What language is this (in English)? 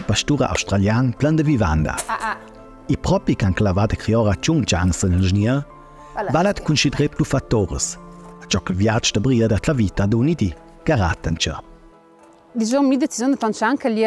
Ladin